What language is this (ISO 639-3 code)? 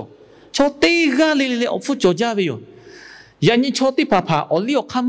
lhu